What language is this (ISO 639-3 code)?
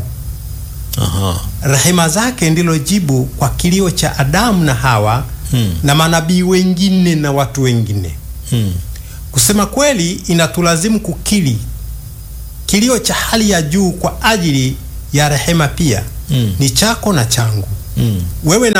swa